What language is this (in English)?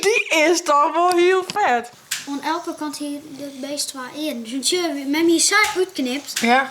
Western Frisian